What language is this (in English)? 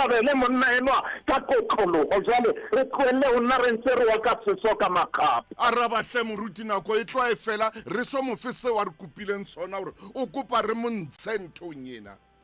Southern Sotho